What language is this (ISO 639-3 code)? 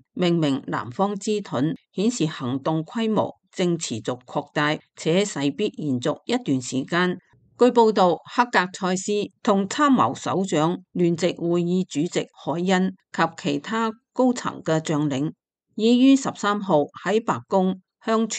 yue